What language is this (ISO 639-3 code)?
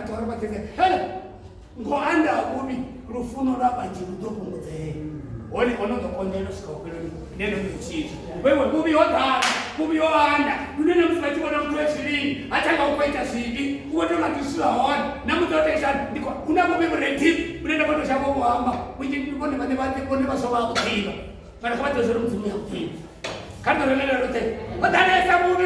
ven